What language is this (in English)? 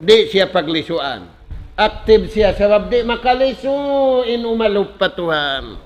Tausug